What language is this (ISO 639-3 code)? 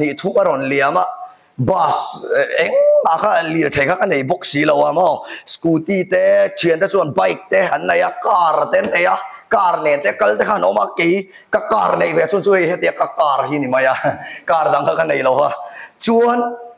lus